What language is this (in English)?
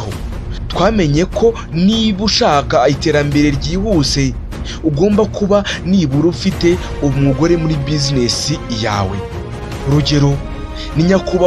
Kinyarwanda